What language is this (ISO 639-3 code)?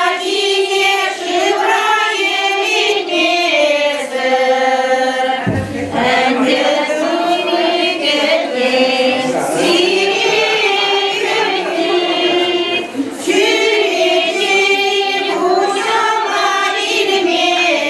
chv